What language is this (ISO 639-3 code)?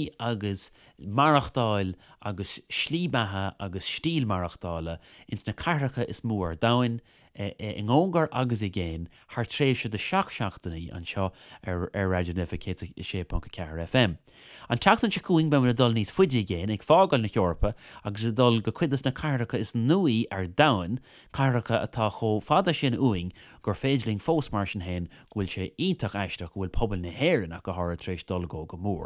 gle